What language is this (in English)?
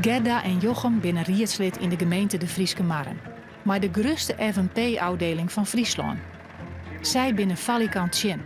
Western Frisian